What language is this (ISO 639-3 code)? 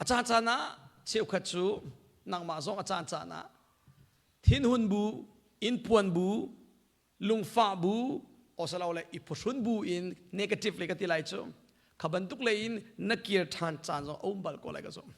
cnh